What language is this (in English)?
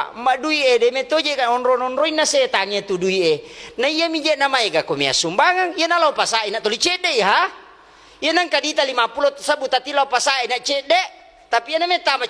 Buginese